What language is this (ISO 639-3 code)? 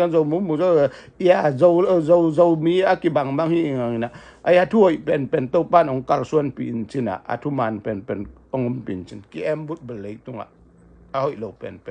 ctd